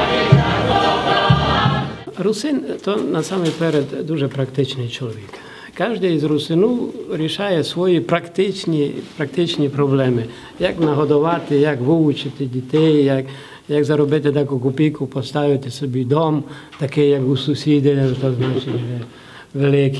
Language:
Ukrainian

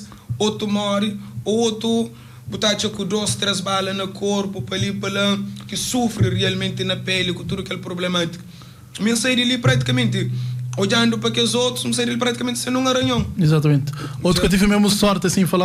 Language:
Kabuverdianu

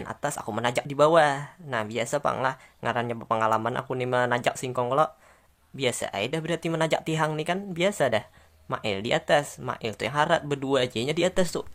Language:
Banjar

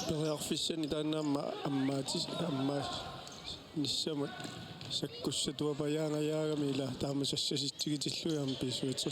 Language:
Kalaallisut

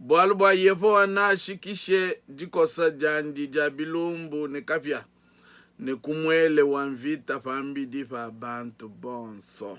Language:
Luba-Lulua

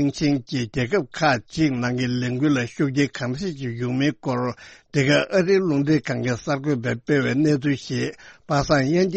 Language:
Tibetan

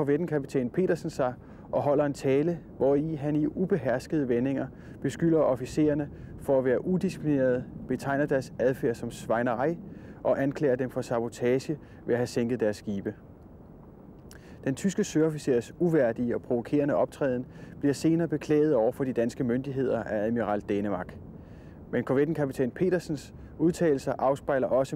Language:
Danish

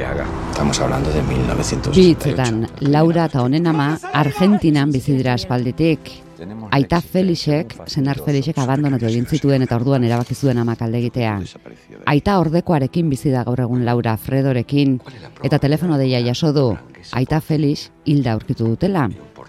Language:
Basque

